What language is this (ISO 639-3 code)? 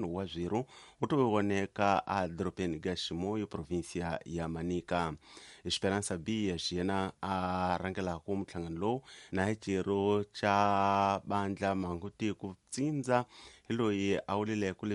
tso